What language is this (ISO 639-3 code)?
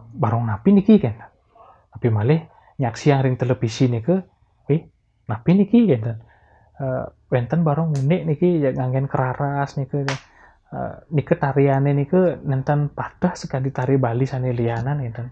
ban